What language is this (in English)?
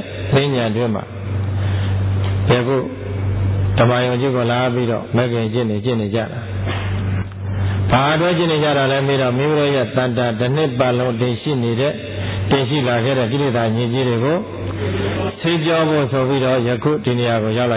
Burmese